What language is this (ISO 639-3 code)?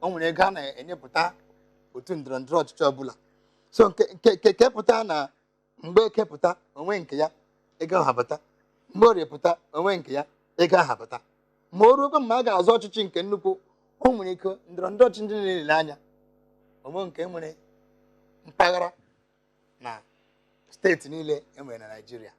ibo